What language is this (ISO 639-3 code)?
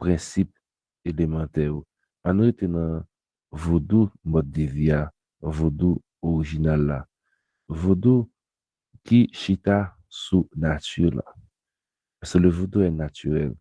hat